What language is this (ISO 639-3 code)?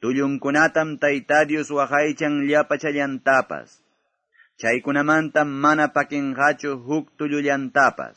que